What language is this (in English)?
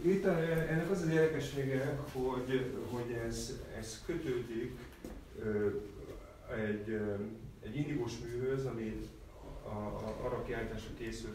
Hungarian